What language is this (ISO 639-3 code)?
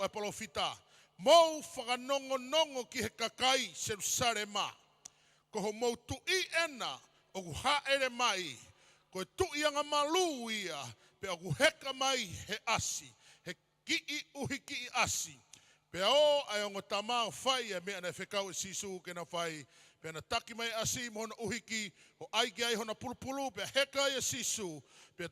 ton